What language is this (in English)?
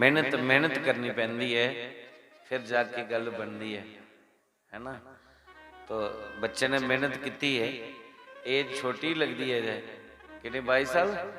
Dogri